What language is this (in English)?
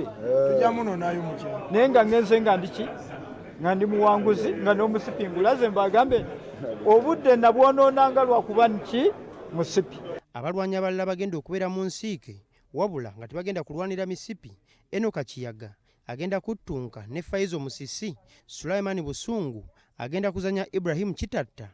Ganda